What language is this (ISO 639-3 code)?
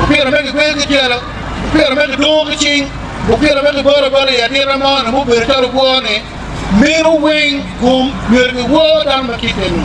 ach